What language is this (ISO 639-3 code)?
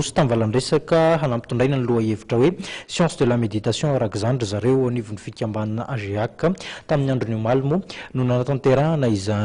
mlg